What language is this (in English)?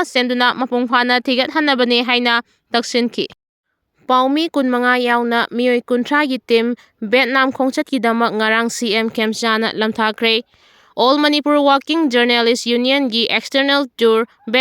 Manipuri